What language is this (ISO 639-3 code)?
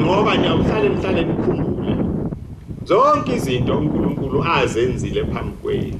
zul